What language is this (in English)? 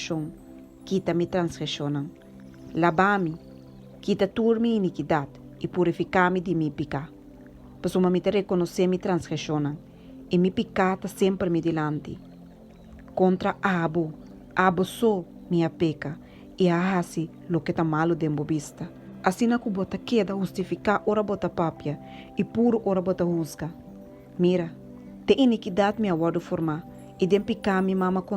Papiamento